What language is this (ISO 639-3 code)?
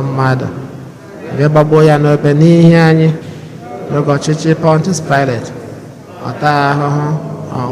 ibo